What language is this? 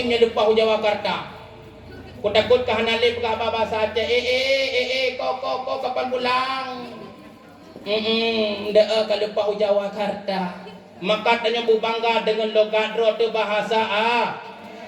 Achinese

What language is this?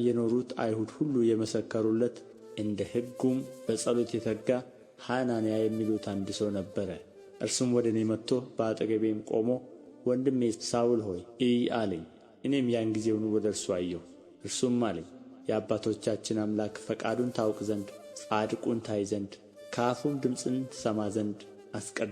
Amharic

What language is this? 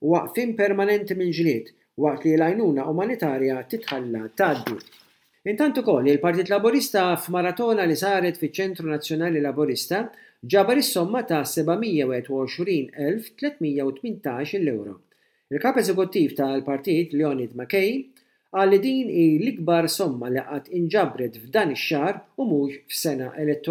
Maltese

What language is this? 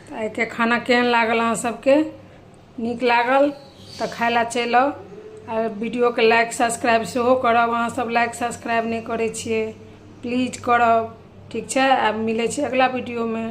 Maithili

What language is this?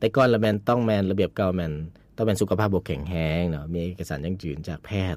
Lao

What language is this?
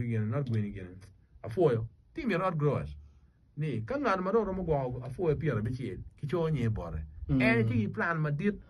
Acoli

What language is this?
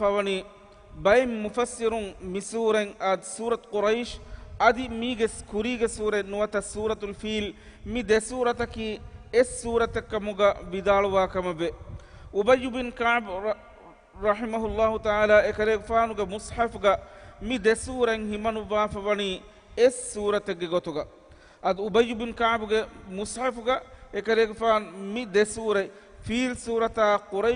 Divehi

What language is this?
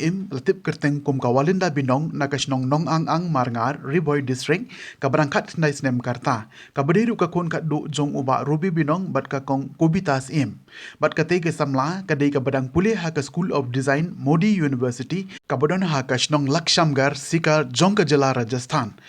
Khasi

